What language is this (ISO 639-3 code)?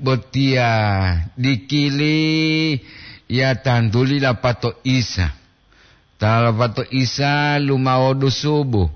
gor